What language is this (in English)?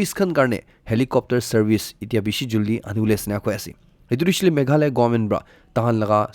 Naga Pidgin